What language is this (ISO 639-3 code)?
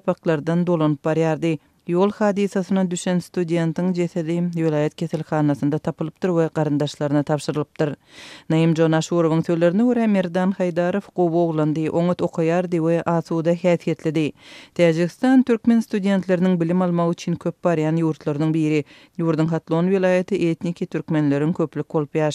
tuk